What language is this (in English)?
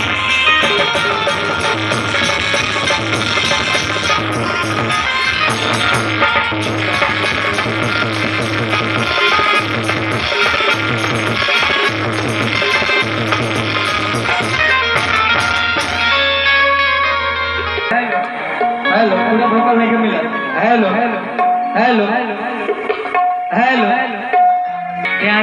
Bhojpuri